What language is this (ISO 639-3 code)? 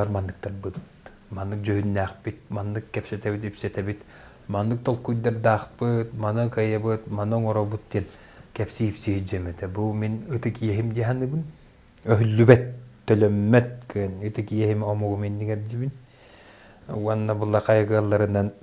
sah